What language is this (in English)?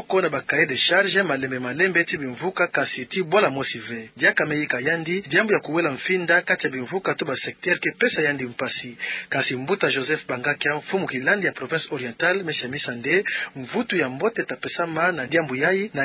Kituba (Democratic Republic of Congo)